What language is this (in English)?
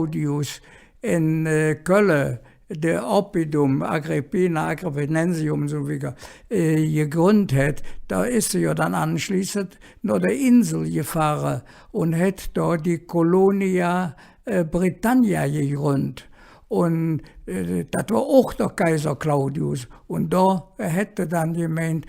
Colognian